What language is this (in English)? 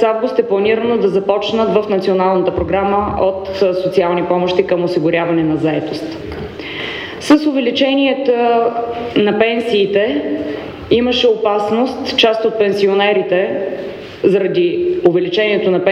Bulgarian